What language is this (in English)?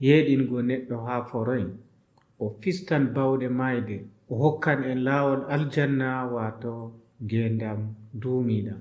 Adamawa Fulfulde